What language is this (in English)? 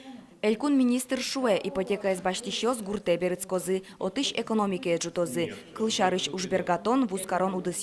Udmurt